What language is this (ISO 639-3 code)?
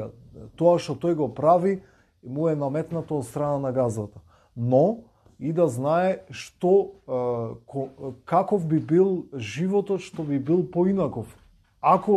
mkd